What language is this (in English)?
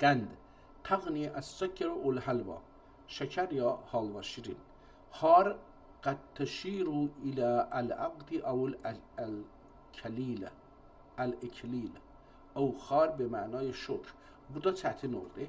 South Azerbaijani